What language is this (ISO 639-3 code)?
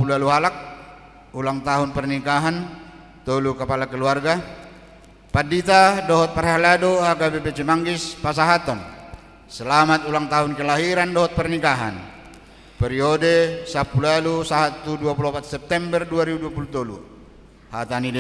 bbc